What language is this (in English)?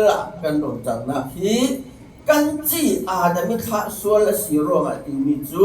Falam Chin